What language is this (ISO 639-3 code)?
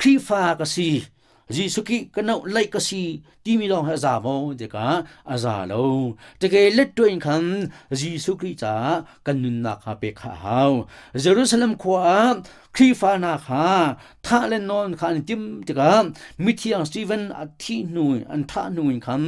cnh